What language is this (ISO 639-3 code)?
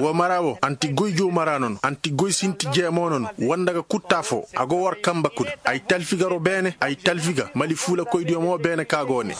ses